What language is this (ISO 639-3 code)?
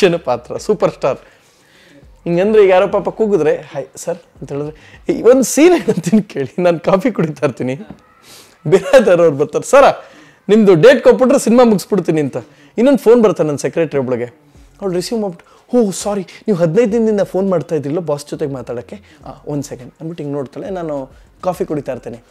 kan